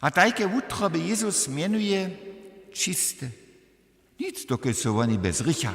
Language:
Upper Sorbian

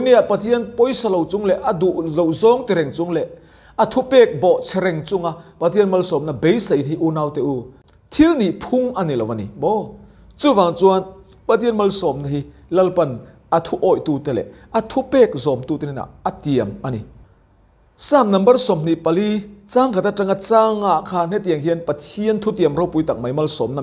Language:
Mizo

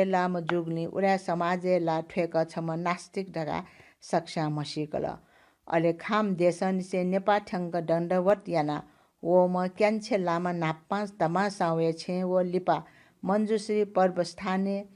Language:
Newari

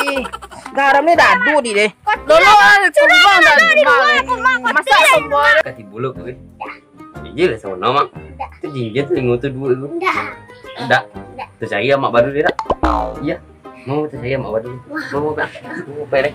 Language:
Minangkabau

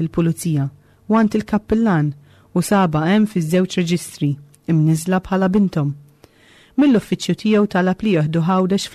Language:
Maltese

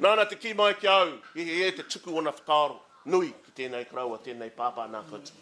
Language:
Māori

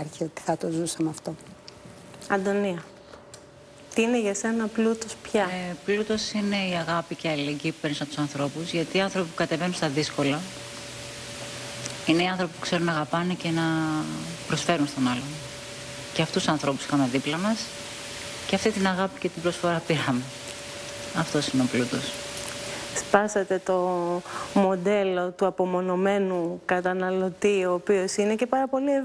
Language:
Greek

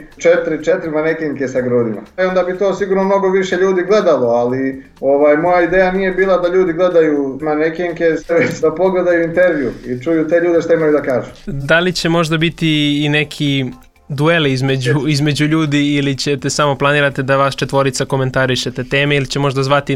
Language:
Serbian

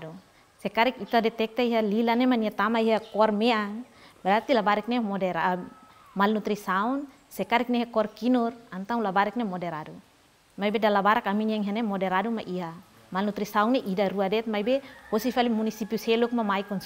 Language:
Tetum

